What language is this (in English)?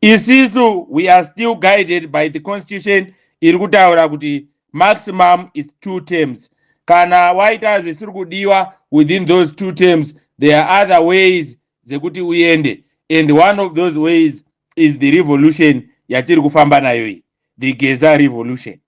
Shona